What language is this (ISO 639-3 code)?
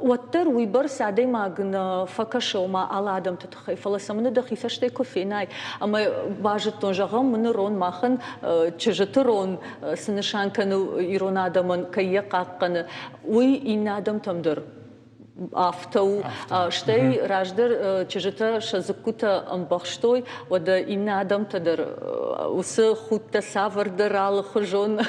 oss